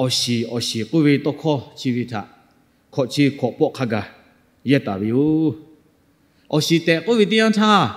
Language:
Lahu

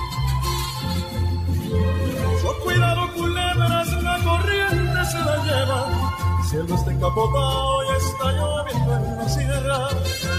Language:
Spanish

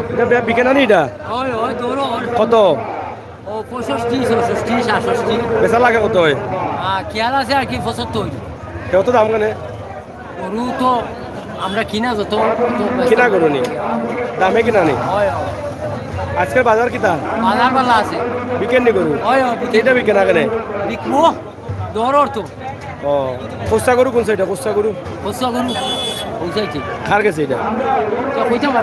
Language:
Sylheti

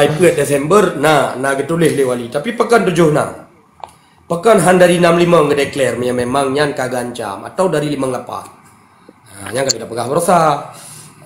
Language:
Achinese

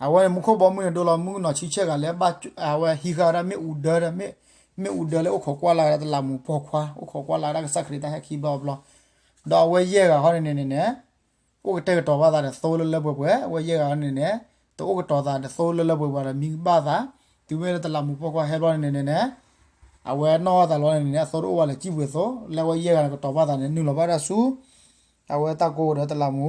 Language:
S'gaw Karen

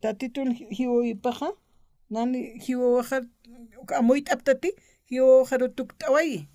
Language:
Aymara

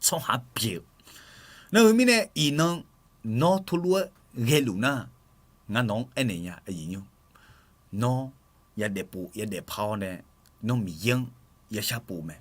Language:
Akha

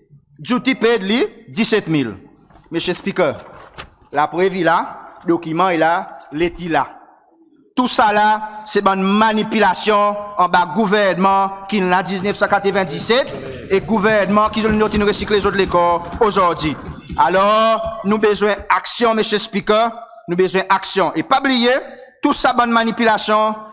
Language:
Seselwa Creole French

